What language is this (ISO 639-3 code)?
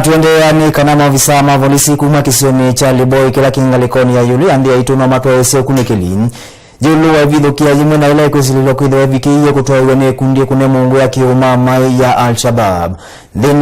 kam